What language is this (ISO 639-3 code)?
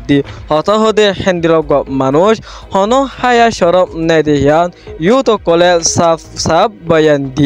rhg